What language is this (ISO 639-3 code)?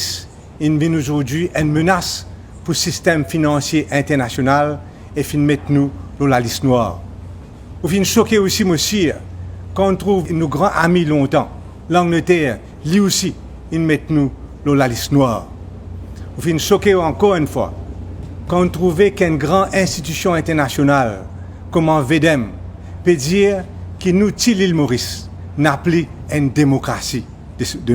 mfe